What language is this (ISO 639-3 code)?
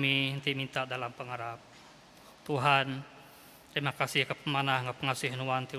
iba